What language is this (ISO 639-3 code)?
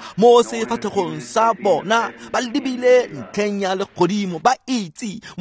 tsn